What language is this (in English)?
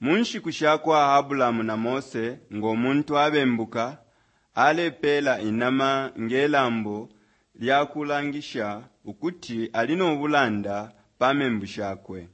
Bemba